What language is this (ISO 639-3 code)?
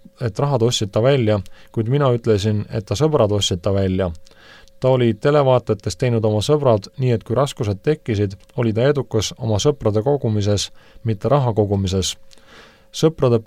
est